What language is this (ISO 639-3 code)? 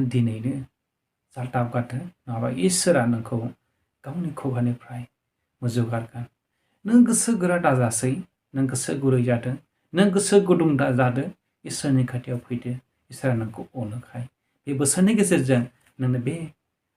brx